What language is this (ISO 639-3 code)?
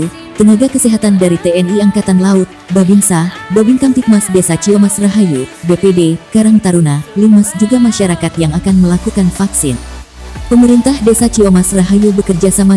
ind